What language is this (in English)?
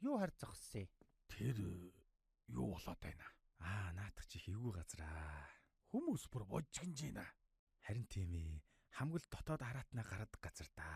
Mongolian